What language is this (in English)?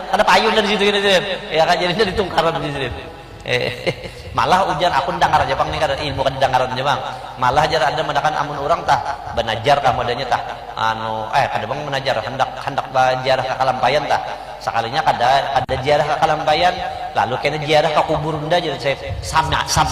Banjar